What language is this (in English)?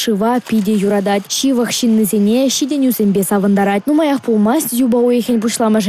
Chuvash